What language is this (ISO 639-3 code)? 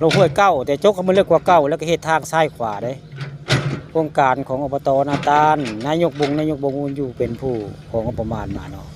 tts